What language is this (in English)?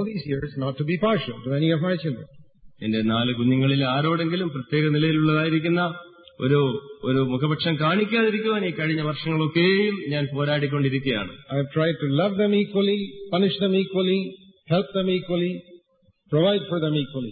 Malayalam